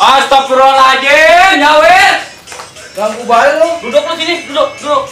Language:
Betawi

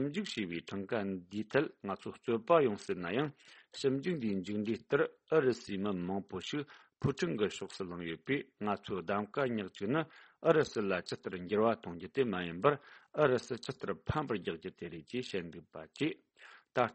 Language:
Tibetan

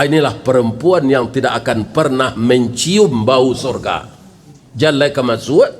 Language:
Minangkabau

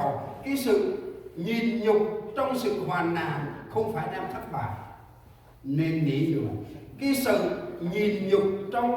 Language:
Central Mnong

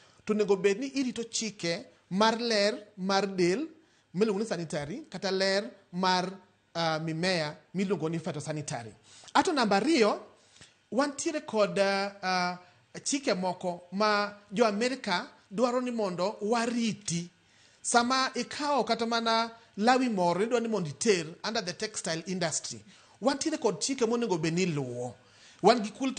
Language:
Luo (Kenya and Tanzania)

